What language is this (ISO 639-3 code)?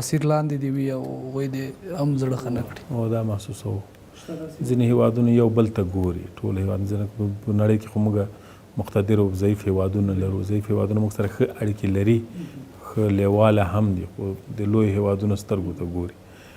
pus